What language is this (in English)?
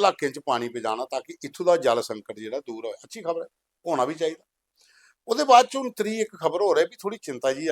Dogri